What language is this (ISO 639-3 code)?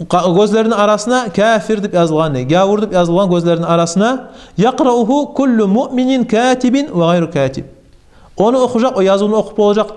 kum